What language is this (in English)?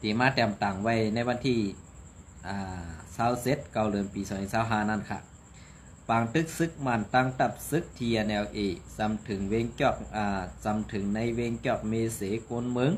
Shan